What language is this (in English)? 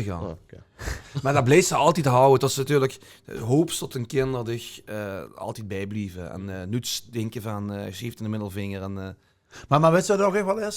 Limburgish